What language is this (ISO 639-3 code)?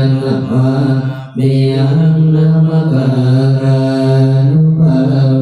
pli